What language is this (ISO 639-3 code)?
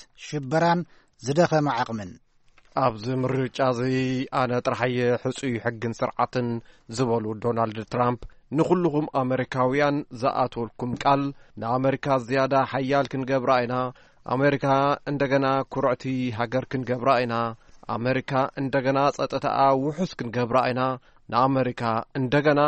tir